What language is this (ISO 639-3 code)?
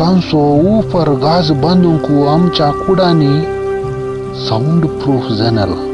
kok